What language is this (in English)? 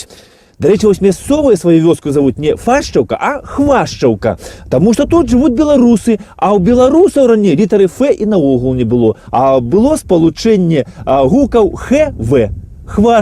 Belarusian